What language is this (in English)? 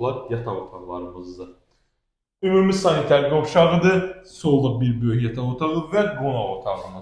Azerbaijani